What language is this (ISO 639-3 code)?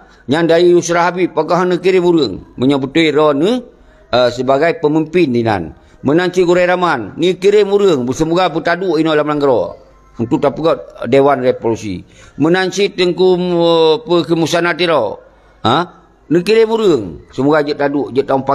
ace